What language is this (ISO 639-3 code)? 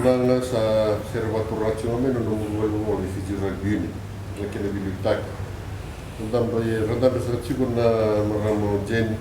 fij